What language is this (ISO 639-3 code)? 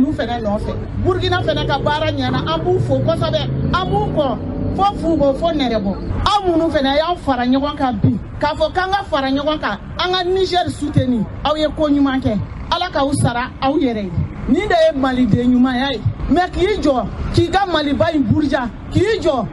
bam